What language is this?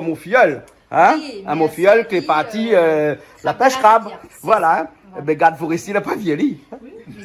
Réunion Creole French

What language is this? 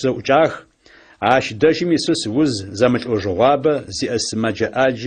Adyghe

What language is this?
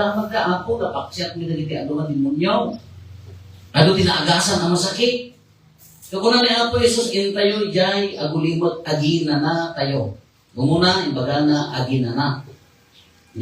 Iloko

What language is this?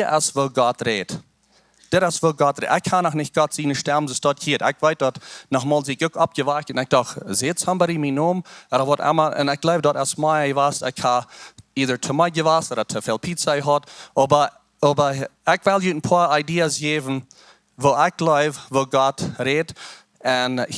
Plautdietsch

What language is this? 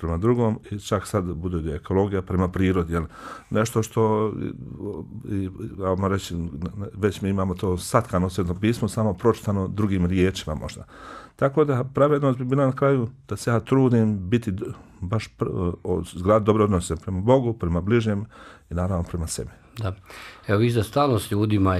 Bosnian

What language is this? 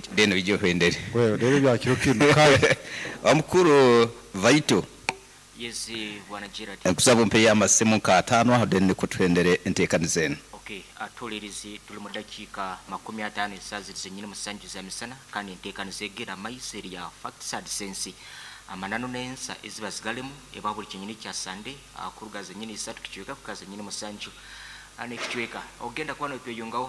Nyankole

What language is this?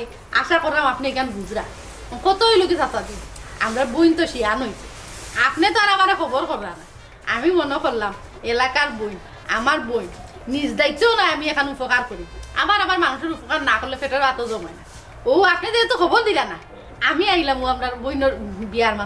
Sylheti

